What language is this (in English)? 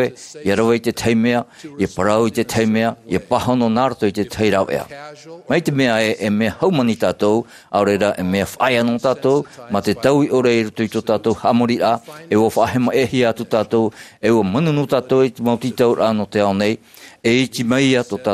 Tahitian